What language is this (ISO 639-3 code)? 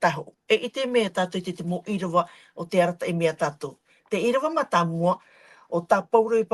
tah